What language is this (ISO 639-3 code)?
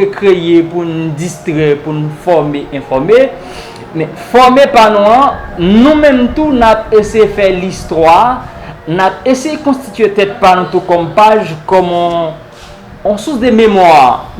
hat